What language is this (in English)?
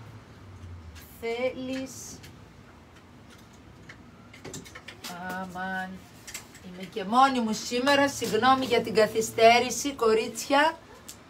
Greek